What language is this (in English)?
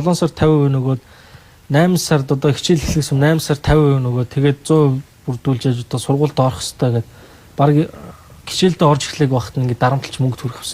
Mongolian